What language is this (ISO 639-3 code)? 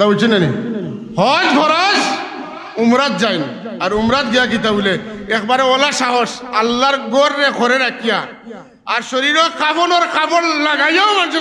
syl